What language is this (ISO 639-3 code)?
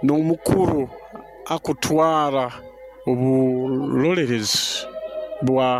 nyo